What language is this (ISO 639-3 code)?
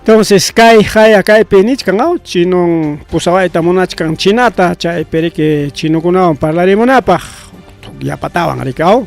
quy